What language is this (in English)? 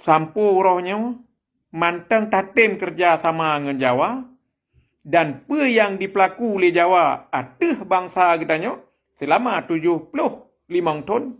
Achinese